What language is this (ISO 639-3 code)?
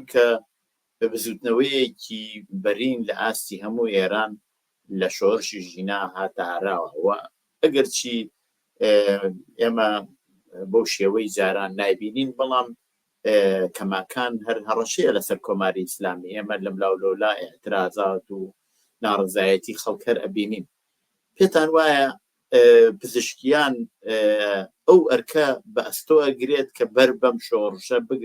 ckb